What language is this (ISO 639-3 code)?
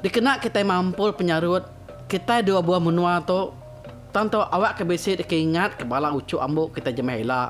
iba